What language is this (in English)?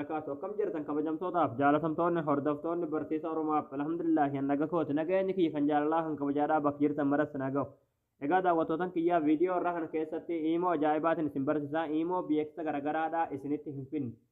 Oromo